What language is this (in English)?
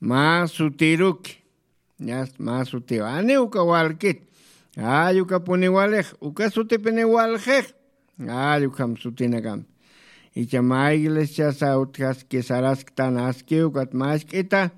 Aymara